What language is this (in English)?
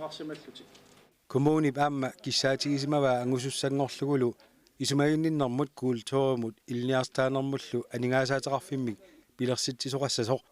Kalaallisut